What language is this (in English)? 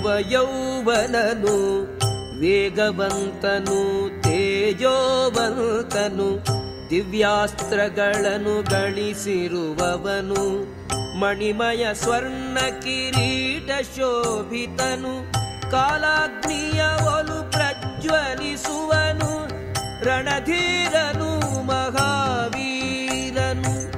Kannada